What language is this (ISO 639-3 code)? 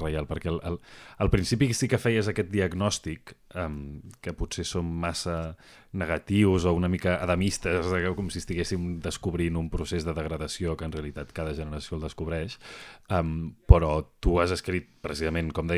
cat